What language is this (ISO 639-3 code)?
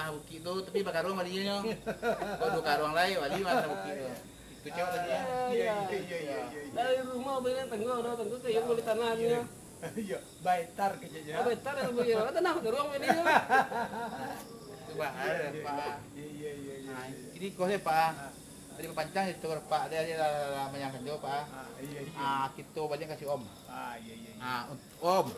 min